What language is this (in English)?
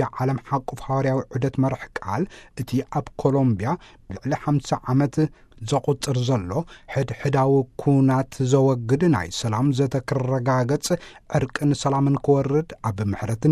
Tigrinya